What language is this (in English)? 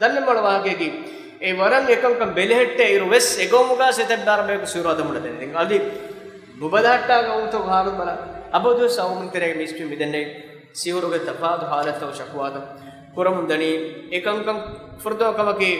Divehi